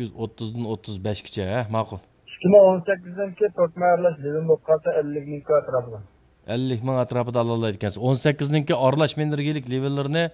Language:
Uyghur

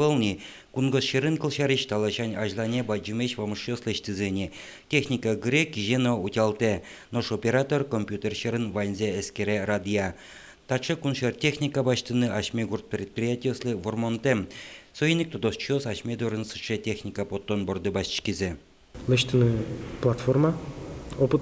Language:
Udmurt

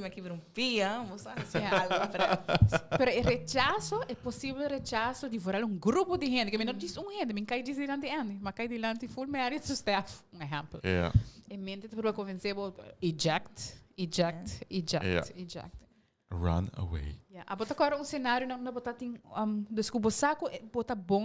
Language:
Papiamento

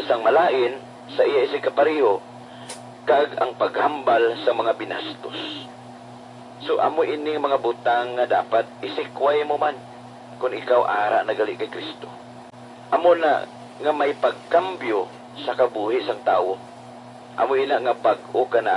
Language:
Hiligaynon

